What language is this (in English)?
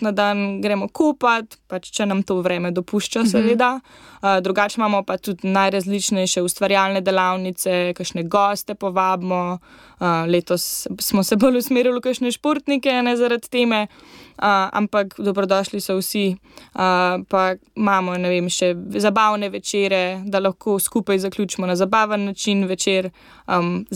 Slovenian